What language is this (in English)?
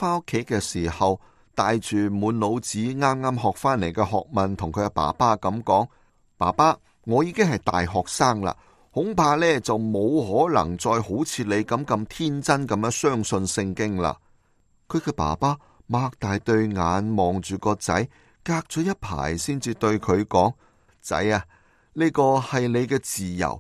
Cantonese